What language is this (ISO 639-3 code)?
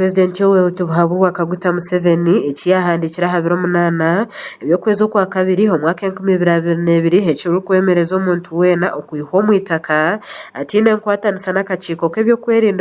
nyn